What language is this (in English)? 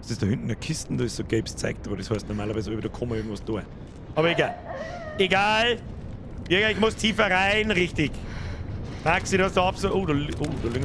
Bavarian